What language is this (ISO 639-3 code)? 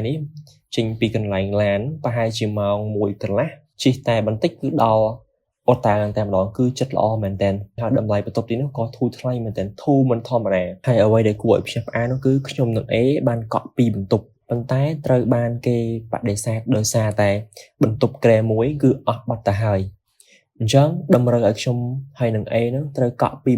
khm